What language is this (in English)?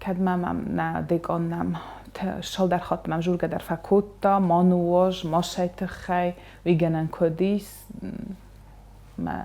Ossetic